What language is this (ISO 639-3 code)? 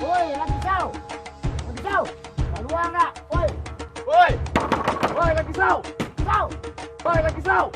min